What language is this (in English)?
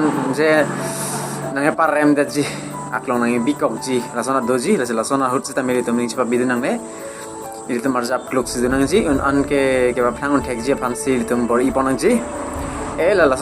Karbi